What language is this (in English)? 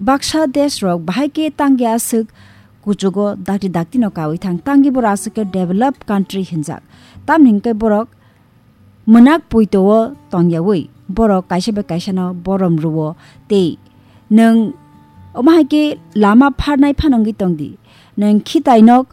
Kok Borok